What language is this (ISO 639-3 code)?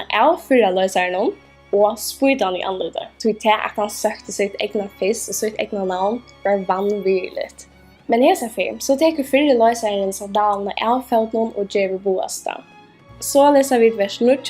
fao